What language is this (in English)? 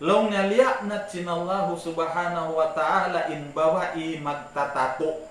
Tausug